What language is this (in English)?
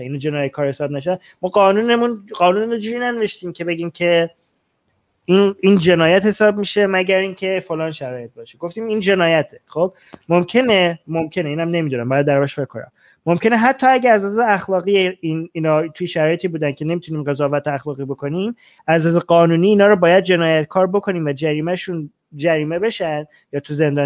Persian